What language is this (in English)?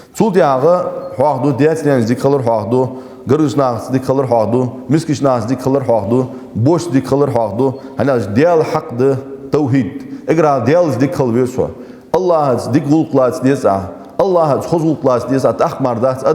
Ingush